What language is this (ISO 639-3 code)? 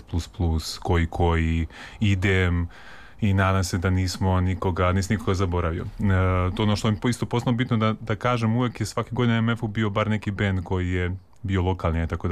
srp